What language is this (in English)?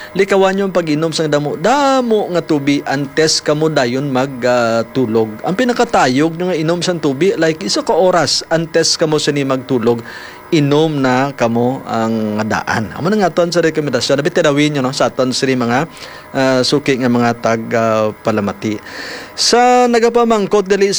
Hiligaynon